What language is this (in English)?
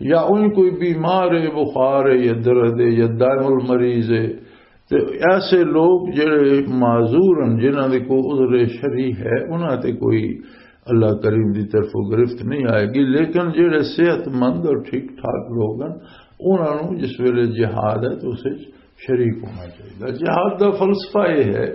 Western Panjabi